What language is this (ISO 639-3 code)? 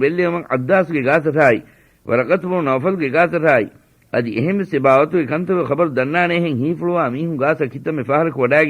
div